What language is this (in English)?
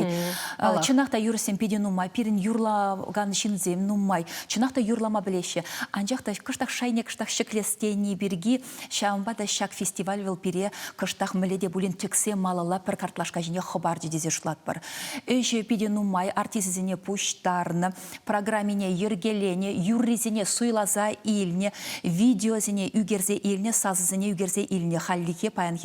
Chuvash